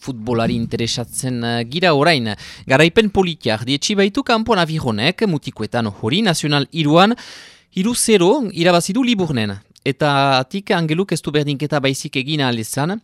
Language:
Basque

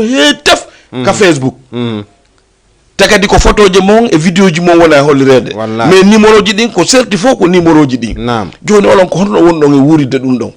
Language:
Fula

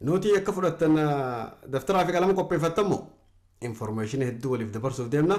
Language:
Oromo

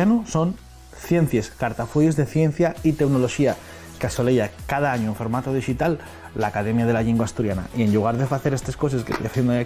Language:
Asturian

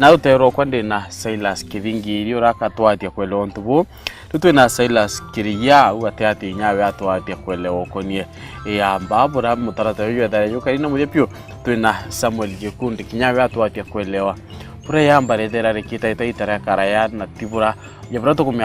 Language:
Meru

